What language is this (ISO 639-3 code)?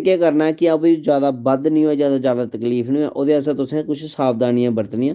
doi